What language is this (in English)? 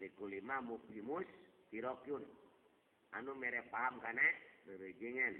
Sundanese